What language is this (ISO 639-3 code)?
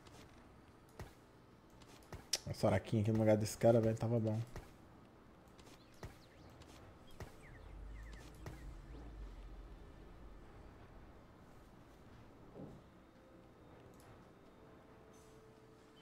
por